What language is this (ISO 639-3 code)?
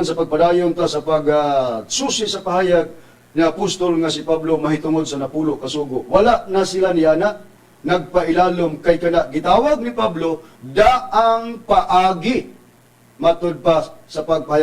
ceb